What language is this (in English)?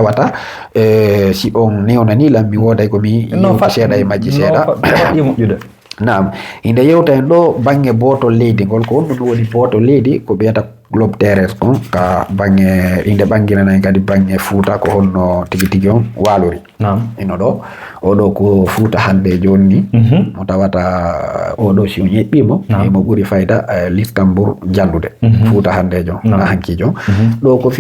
Fula